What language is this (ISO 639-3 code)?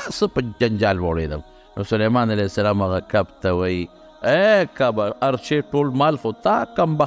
pus